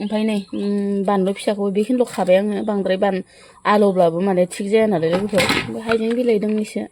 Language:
Bodo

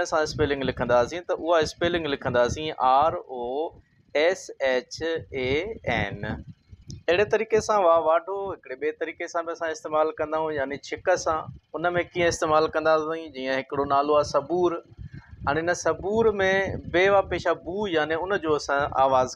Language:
Sindhi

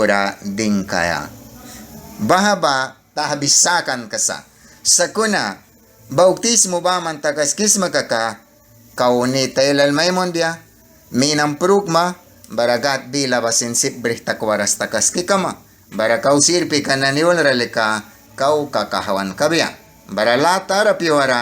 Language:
Mískito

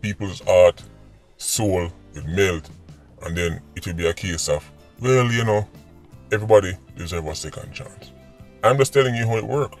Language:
Jamaican Creole English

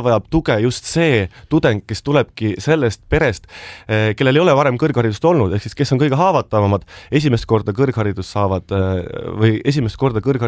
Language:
Estonian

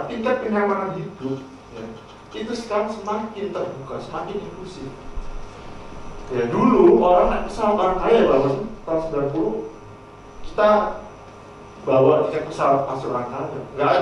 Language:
Indonesian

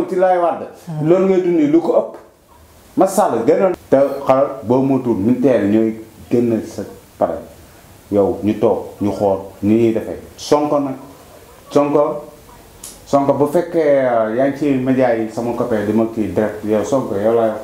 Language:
Wolof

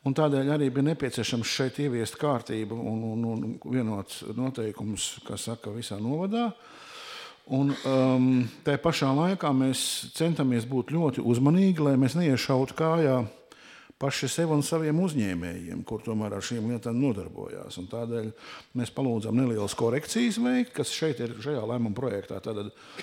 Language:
Latvian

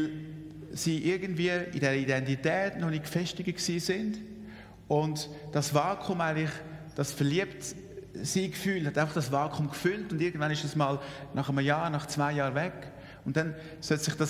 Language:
Swiss German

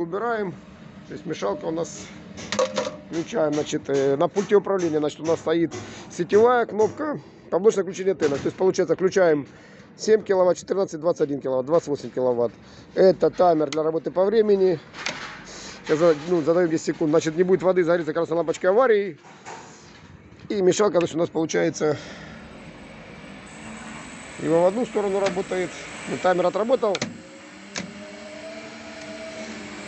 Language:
Russian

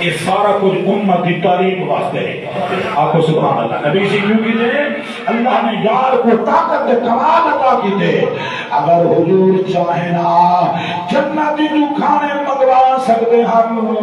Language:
Saraiki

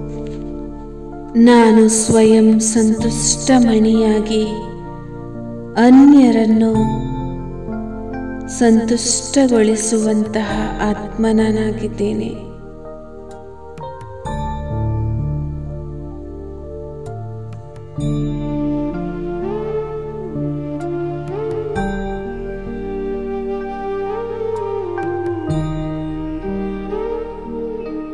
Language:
Kannada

